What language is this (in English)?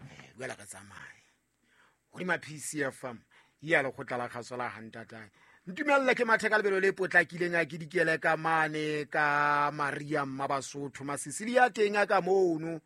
Southern Sotho